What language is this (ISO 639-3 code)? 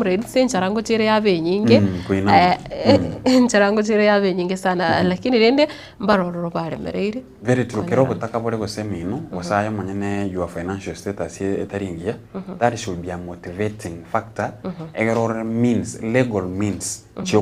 guz